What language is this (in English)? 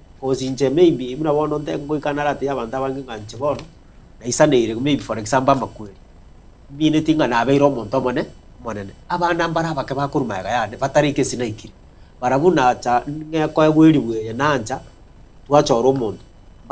Gusii